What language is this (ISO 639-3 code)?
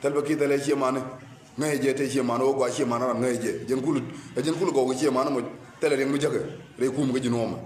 nus